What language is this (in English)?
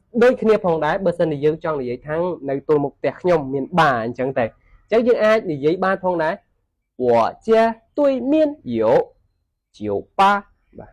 Khmer